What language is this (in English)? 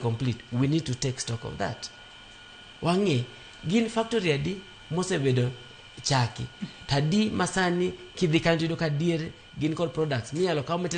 Luo (Kenya and Tanzania)